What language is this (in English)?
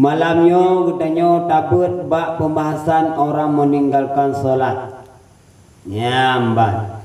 Achinese